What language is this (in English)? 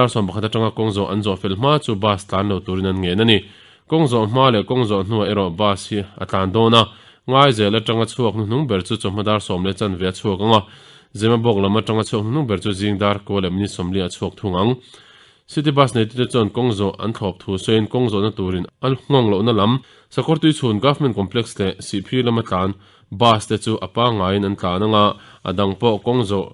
Mizo